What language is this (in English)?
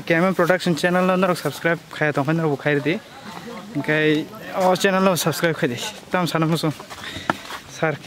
Kok Borok